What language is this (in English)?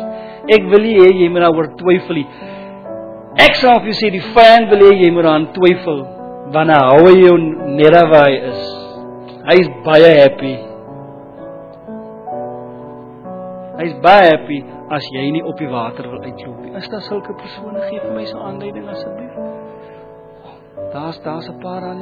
Afrikaans